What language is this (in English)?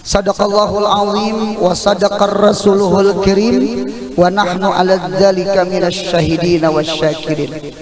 Banjar